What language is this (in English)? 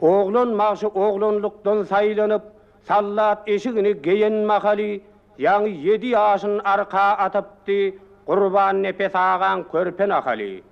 Turkmen